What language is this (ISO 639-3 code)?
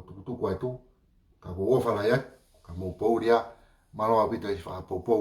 ton